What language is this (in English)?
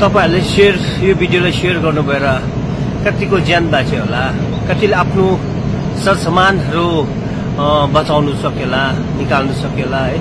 Nepali